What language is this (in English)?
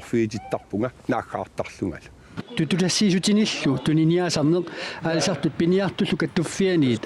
Kalaallisut